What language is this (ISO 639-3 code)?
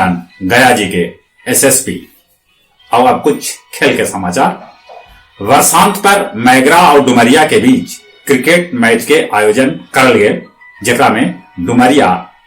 mag